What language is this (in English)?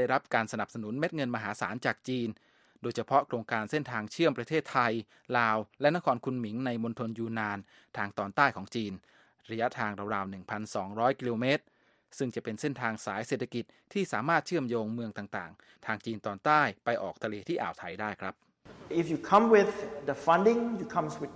Thai